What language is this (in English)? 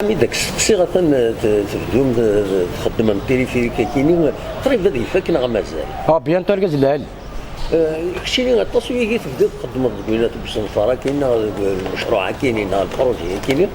Kabyle